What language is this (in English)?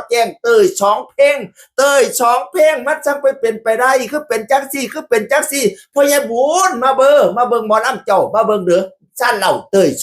Northeastern Thai